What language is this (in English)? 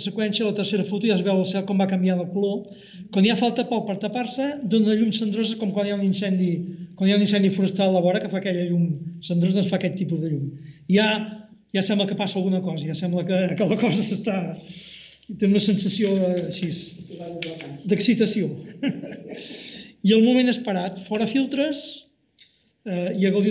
Catalan